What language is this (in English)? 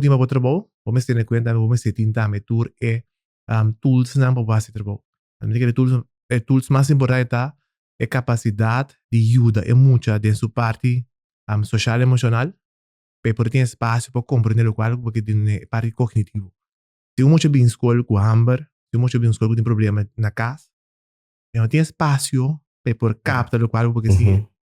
Papiamento